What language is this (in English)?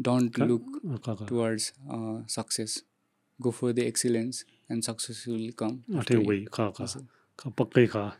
Newari